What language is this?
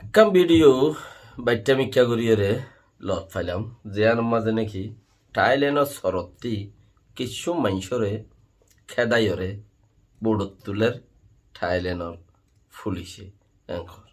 Rohingya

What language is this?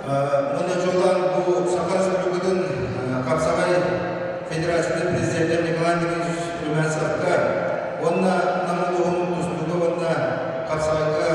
Yakut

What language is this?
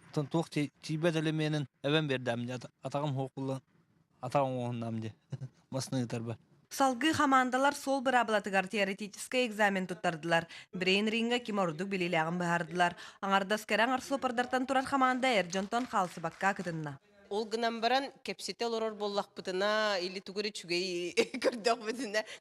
Yakut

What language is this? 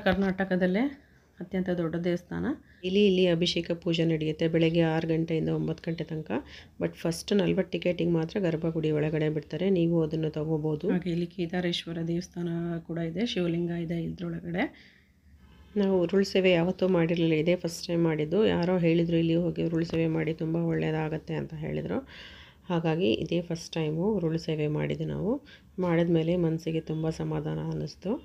Kannada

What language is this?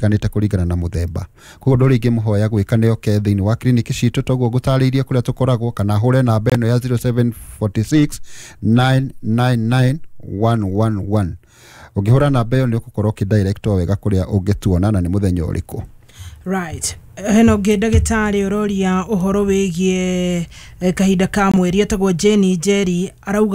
Kikuyu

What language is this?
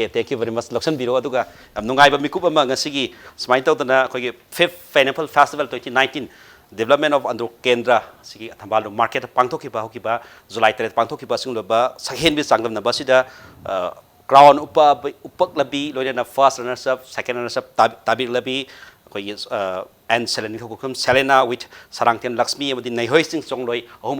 Manipuri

